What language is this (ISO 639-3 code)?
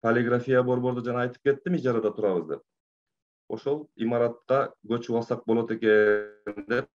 kir